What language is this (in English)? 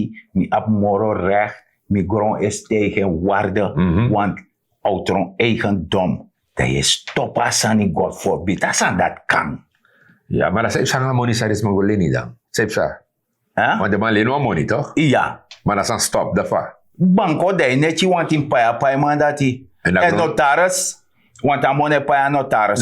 Sranan Tongo